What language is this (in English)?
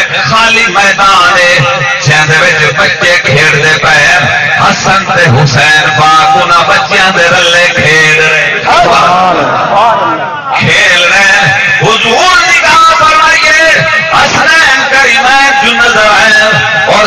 Saraiki